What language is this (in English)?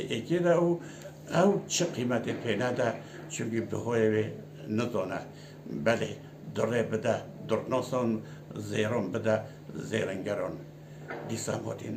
Kurdish